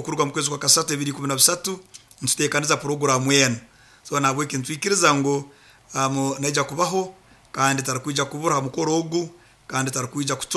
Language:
Nyoro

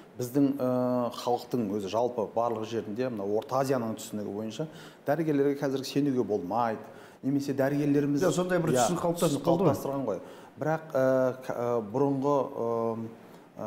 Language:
Kazakh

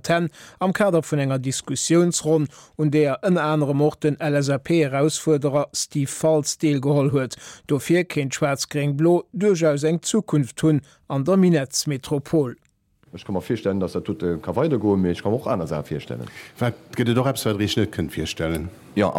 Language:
Luxembourgish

